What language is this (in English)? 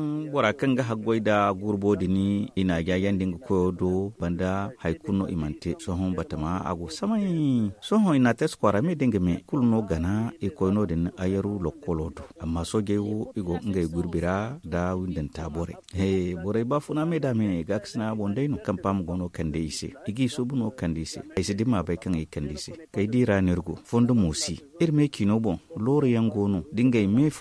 Zarma